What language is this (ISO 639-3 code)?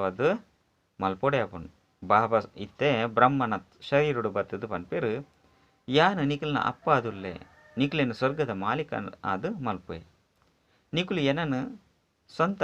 tcy